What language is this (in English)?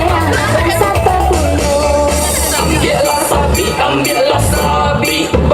Minangkabau